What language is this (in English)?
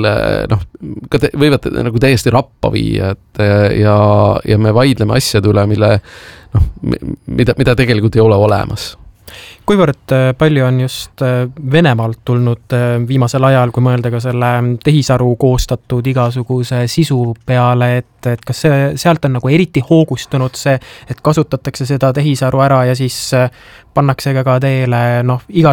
Estonian